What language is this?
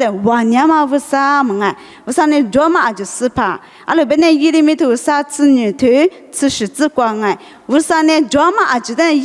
Lisu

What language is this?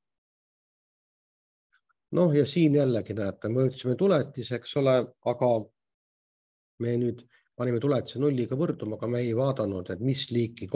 Estonian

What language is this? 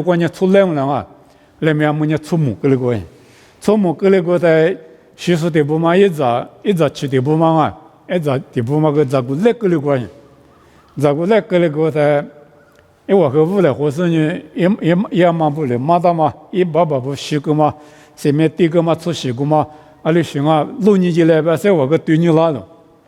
Lisu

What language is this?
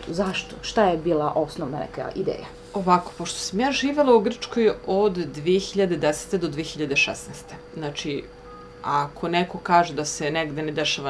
Serbian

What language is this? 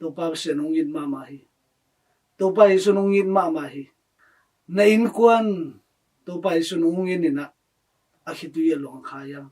Tedim Chin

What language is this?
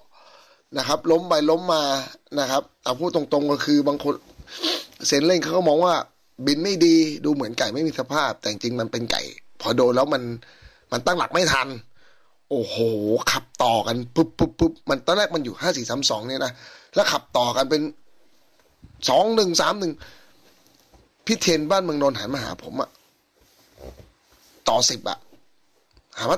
Thai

